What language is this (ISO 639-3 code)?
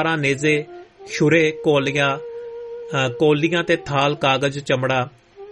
pan